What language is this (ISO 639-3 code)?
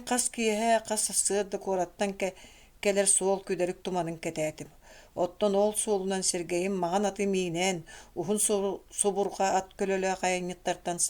sah